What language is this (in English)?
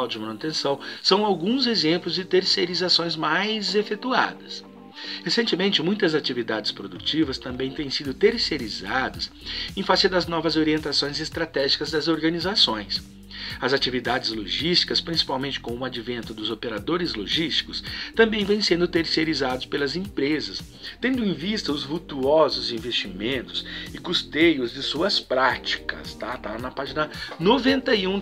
Portuguese